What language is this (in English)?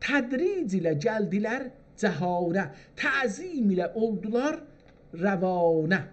South Azerbaijani